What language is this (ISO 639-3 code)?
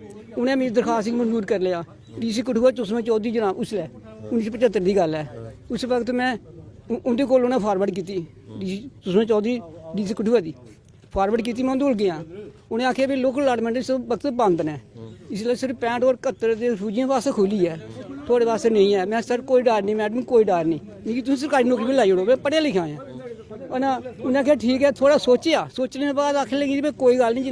doi